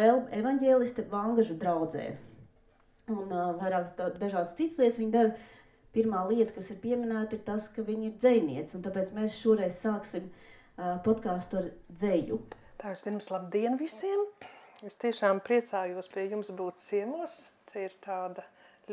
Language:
Latvian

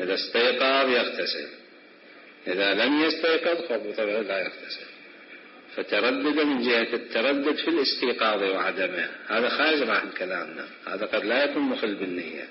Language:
Mesopotamian Arabic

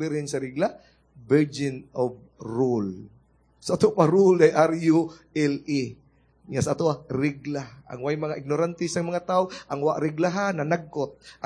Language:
Cebuano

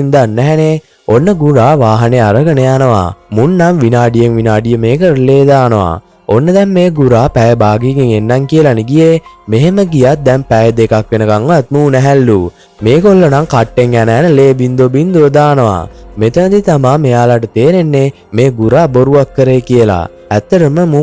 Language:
Sinhala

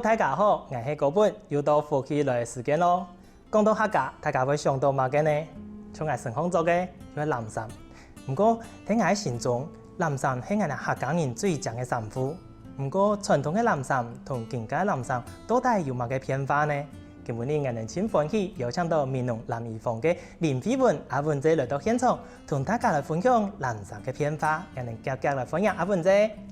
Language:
Hakka Chinese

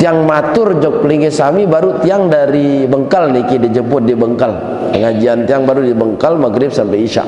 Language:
Sasak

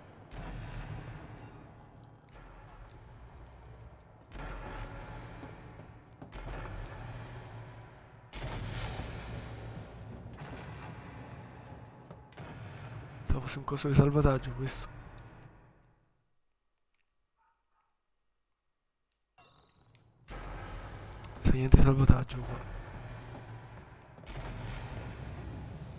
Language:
Italian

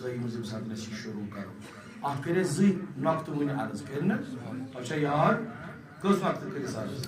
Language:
Kashmiri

